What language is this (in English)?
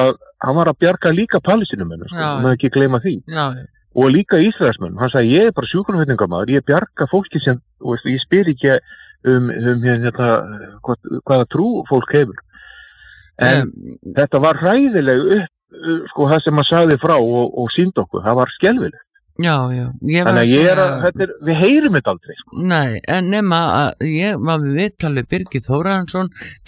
Icelandic